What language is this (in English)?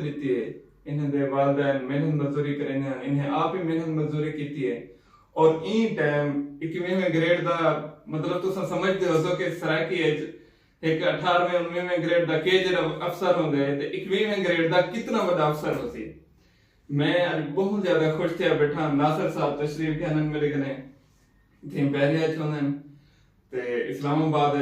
Saraiki